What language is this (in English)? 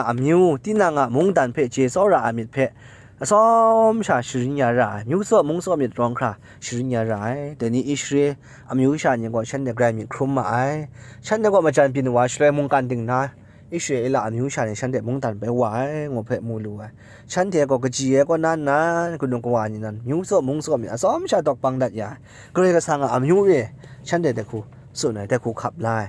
Kachin